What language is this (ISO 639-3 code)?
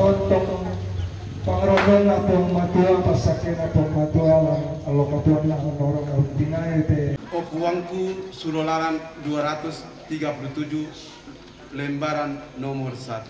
sda